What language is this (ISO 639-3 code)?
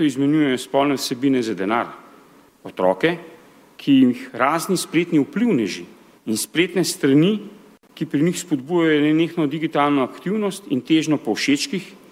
slv